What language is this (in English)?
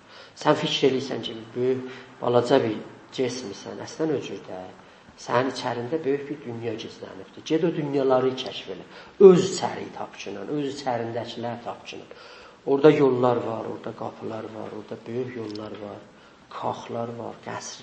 South Azerbaijani